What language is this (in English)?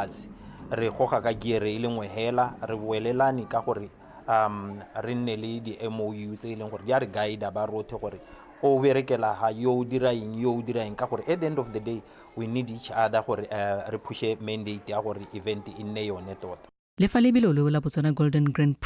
Tswana